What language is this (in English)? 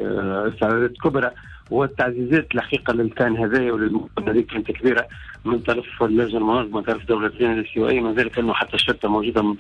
Tunisian Arabic